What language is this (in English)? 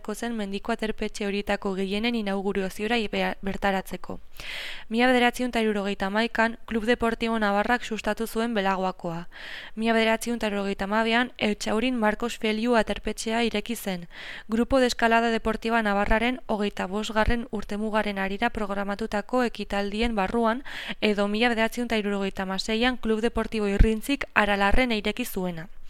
Basque